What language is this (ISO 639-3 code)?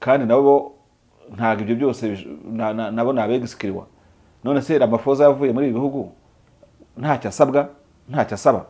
kin